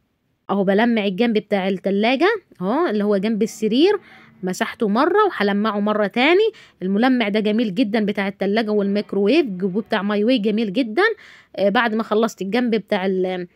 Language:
Egyptian Arabic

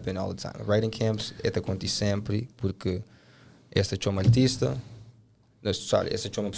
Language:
Kabuverdianu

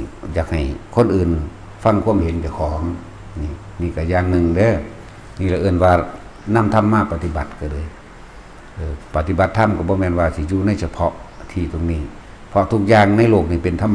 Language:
Northeastern Thai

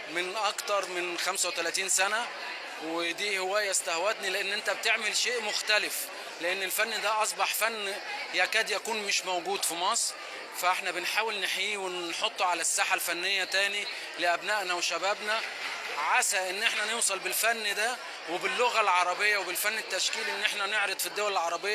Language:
Egyptian Arabic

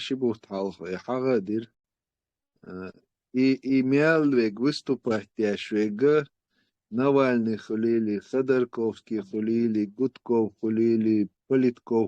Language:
Chechen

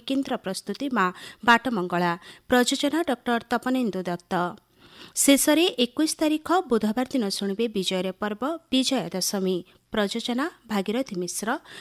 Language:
Odia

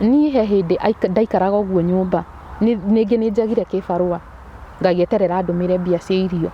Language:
Kikuyu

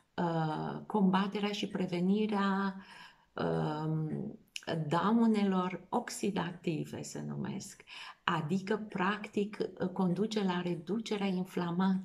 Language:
Romanian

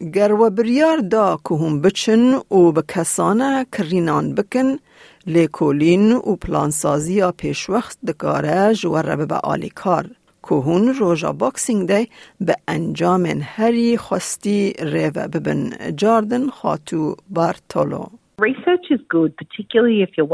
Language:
Kurdish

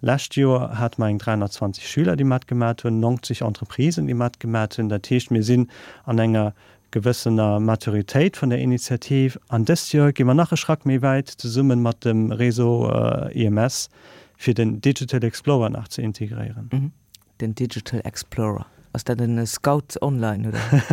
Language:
Luxembourgish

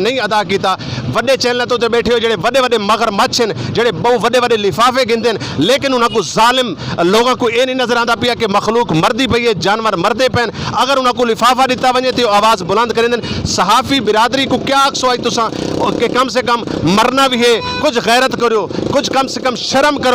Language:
Saraiki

